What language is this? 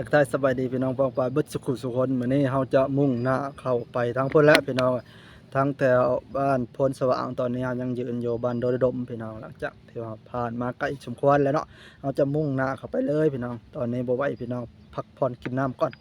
Northeastern Thai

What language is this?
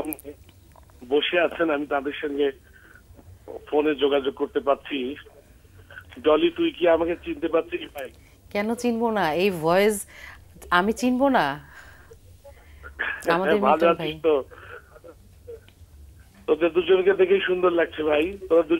Bangla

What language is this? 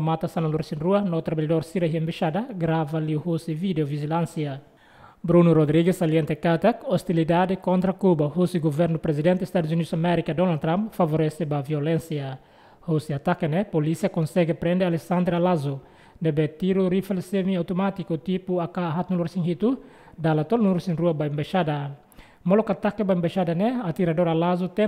Tetum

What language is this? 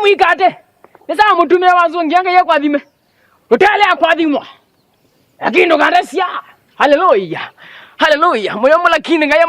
Kamba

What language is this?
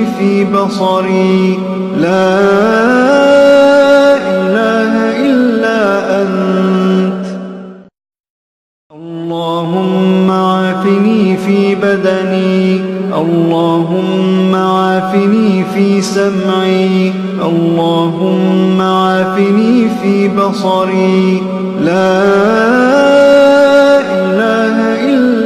Arabic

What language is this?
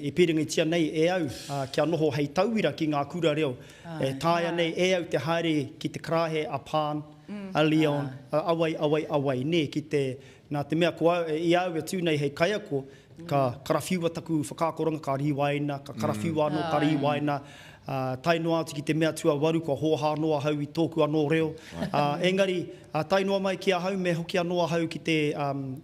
Māori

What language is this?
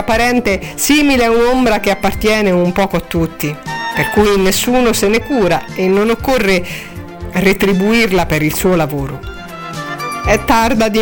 Italian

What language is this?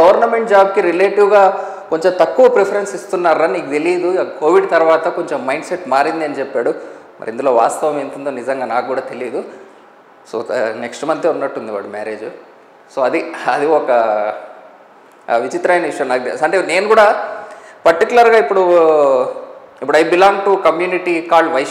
Telugu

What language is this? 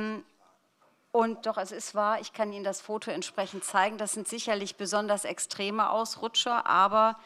German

